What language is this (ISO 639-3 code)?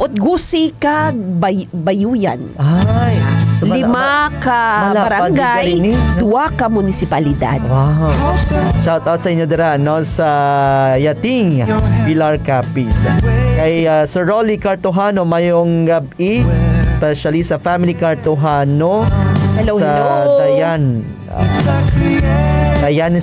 hil